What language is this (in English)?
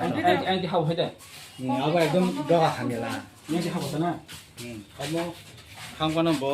Kok Borok